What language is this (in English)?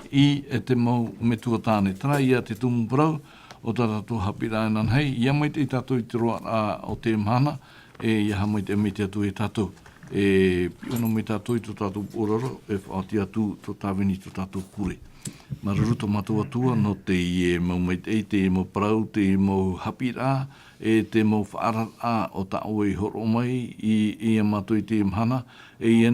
Tahitian